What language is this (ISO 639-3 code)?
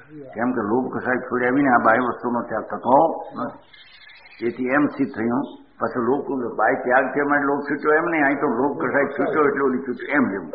guj